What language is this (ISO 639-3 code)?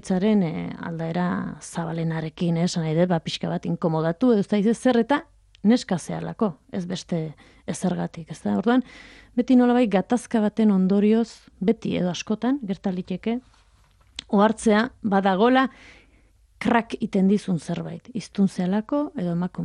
eus